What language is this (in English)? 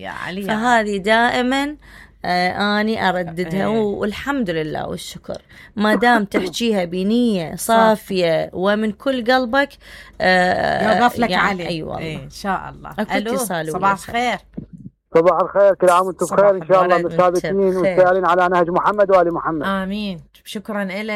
Mesopotamian Arabic